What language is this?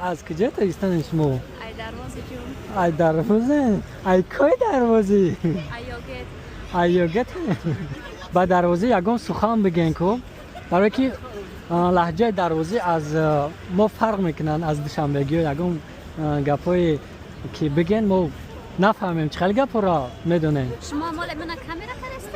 Tajik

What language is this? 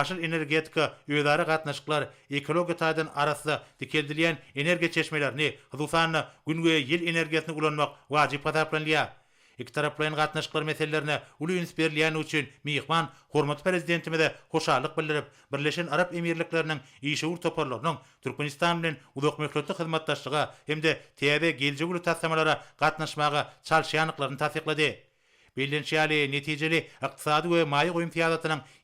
Turkmen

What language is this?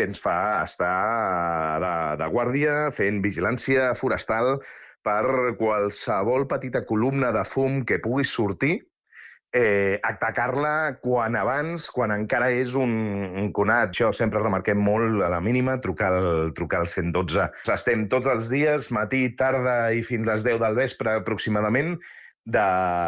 Catalan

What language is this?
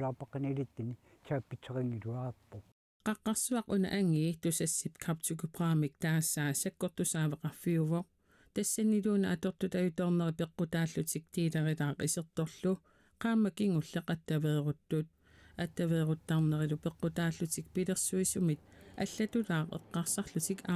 Kalaallisut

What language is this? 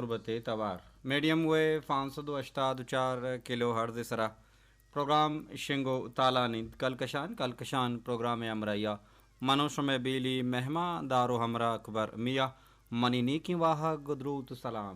Baluchi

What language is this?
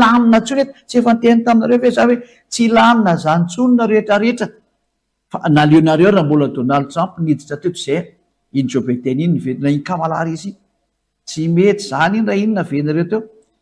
Malagasy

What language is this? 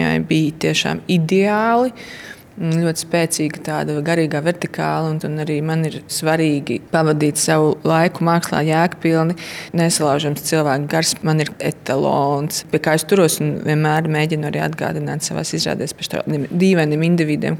Latvian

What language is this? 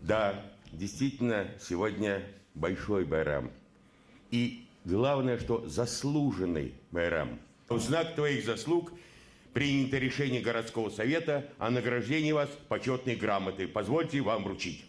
Bashkir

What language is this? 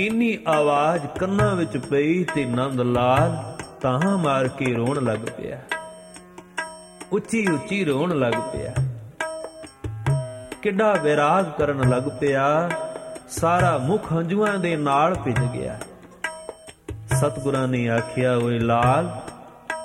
Punjabi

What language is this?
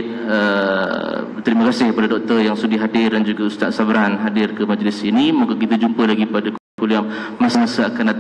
Malay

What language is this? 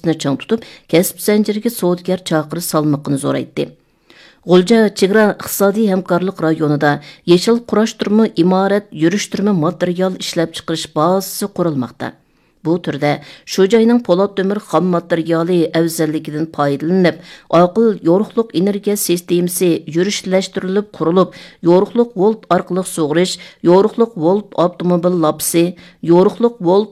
Uyghur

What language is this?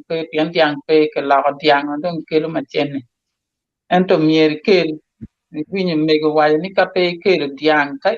Acoli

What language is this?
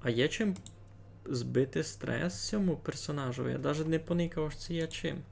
Rusyn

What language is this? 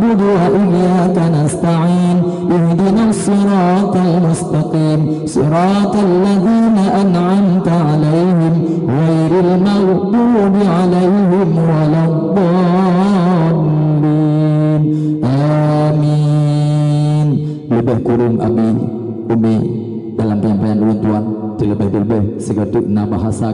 Achinese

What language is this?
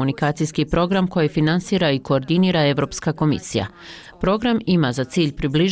Bosnian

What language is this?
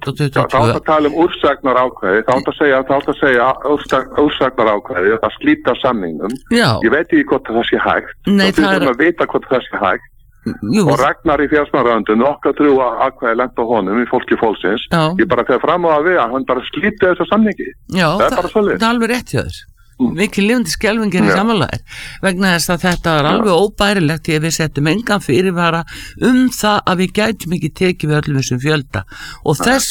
Icelandic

